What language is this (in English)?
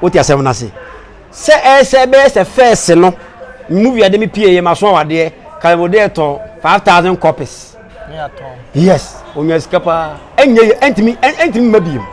Akan